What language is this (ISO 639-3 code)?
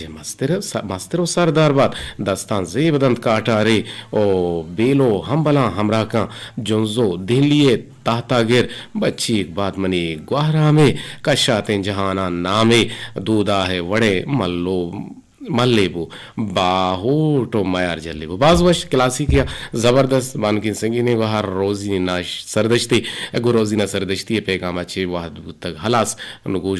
bgp